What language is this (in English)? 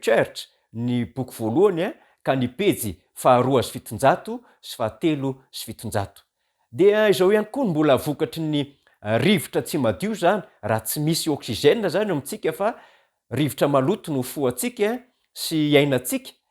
Malagasy